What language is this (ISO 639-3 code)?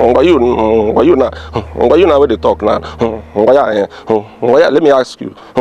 pcm